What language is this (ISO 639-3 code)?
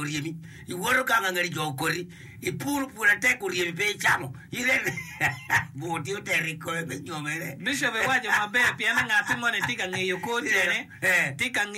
ach